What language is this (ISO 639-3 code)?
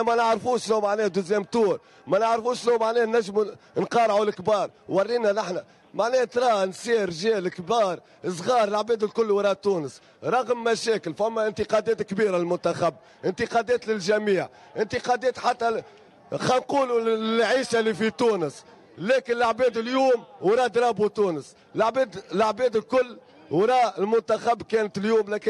aeb